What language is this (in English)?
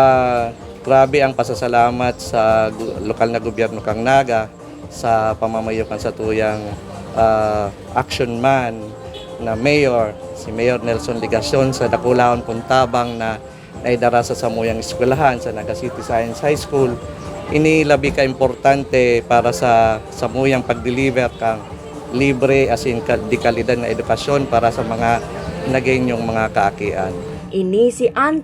Bikol